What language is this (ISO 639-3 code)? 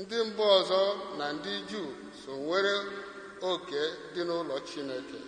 ibo